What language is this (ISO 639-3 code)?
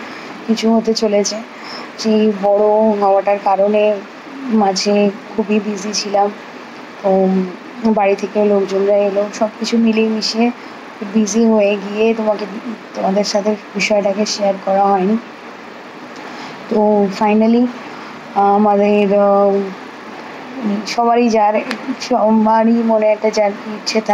ben